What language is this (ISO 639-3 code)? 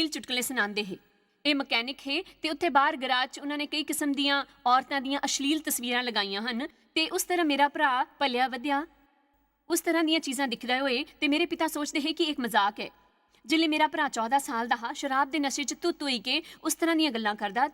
doi